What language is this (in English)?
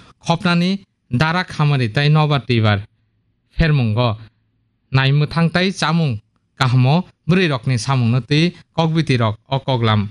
Kok Borok